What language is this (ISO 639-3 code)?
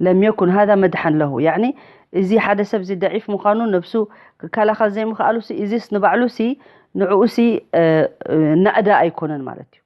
tir